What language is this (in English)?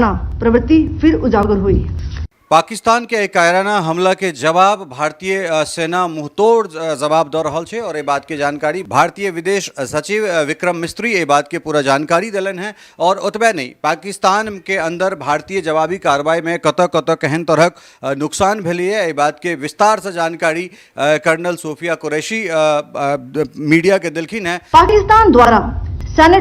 Maithili